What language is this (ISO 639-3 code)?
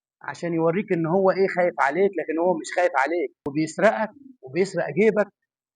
arz